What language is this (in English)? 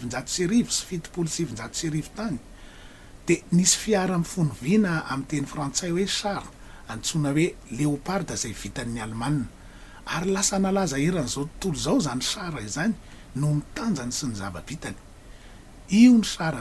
Malagasy